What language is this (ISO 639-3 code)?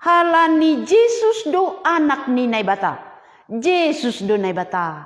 bts